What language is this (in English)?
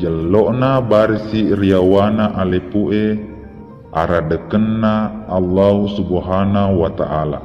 Buginese